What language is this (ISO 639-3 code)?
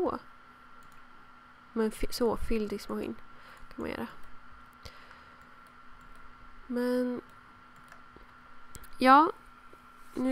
swe